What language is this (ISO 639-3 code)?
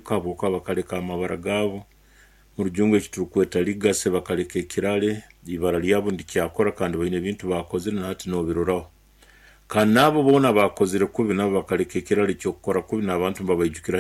nyn